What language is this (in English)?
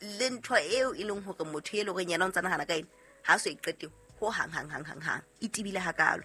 Southern Sotho